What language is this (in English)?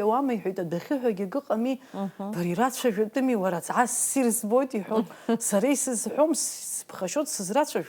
Abkhazian